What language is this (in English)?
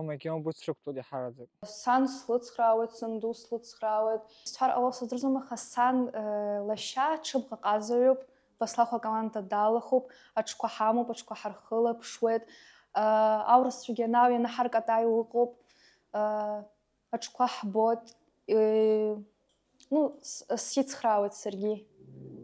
Abkhazian